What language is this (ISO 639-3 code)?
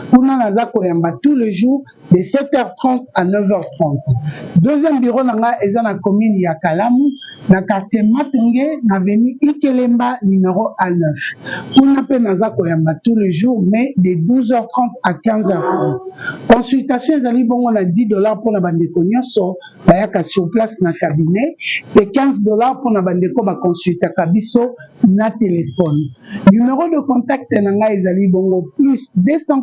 lin